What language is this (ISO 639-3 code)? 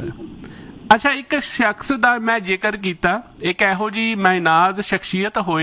pan